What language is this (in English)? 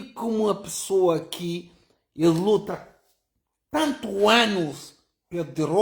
Kabuverdianu